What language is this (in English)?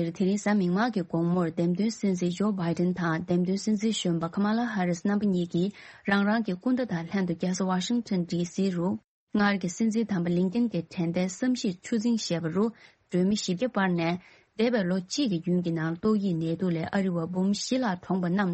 Tibetan